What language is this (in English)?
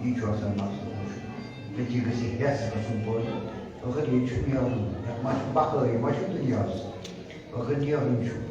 Kashmiri